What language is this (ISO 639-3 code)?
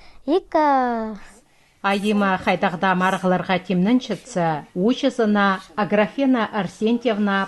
kjh